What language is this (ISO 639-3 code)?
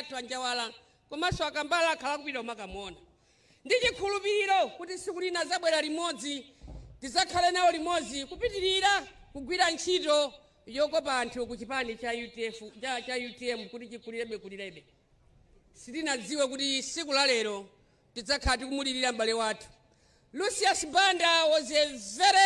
nya